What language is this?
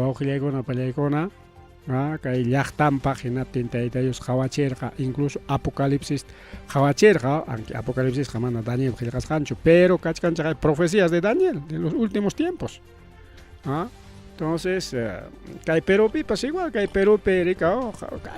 Ayacucho Quechua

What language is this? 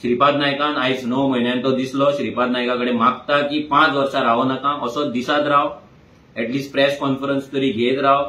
Konkani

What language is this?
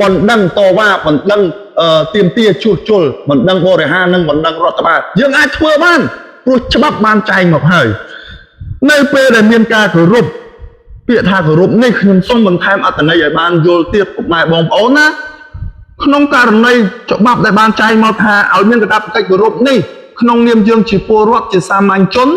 Khmer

